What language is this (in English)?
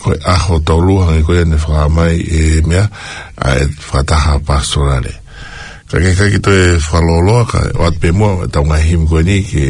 Tongan